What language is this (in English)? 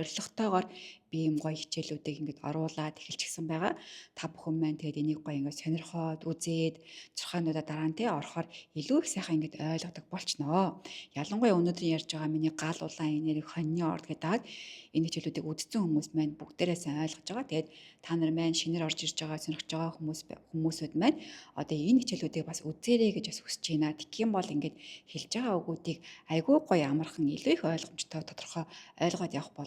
Mongolian